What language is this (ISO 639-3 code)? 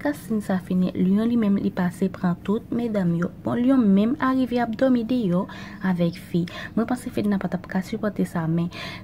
hat